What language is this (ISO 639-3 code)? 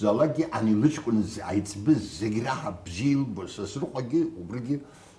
abk